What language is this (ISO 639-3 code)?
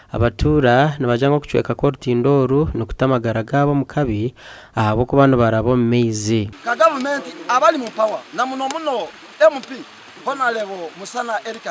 nyn